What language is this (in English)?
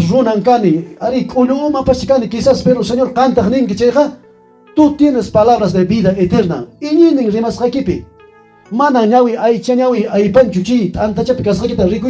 Quechua